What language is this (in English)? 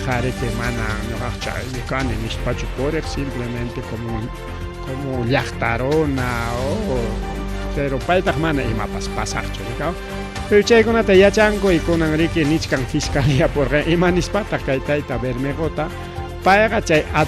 Ayacucho Quechua